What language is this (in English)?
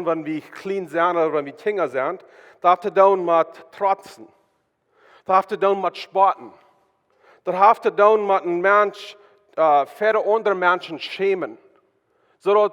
Plautdietsch